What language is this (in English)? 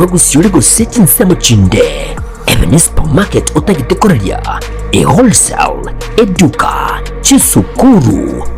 Gusii